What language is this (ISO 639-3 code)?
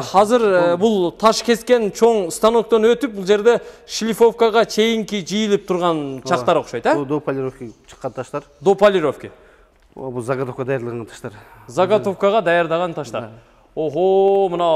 kir